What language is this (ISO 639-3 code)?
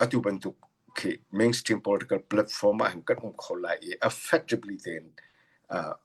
cnh